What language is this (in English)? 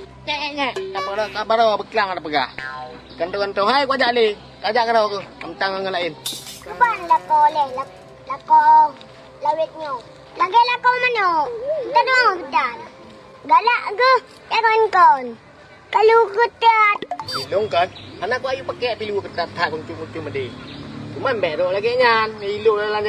Achinese